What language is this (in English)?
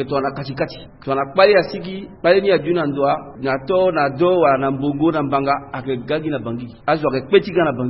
Sango